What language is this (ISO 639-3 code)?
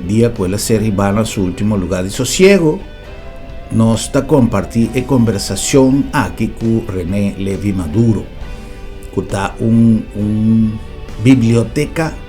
pap